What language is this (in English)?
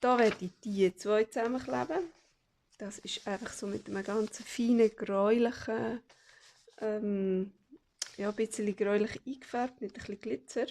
Swiss German